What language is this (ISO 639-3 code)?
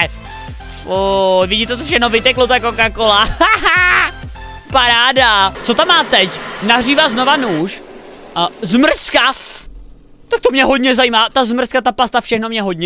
ces